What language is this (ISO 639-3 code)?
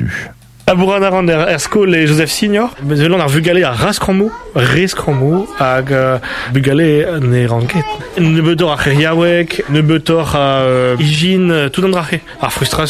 bre